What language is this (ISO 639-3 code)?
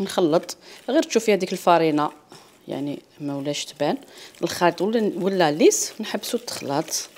arq